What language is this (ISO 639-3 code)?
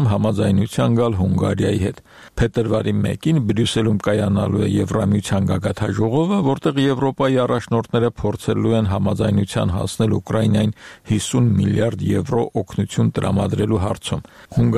hye